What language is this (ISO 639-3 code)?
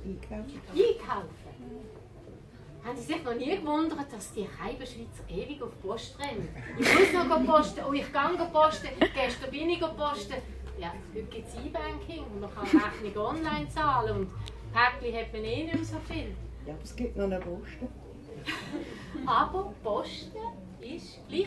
gsw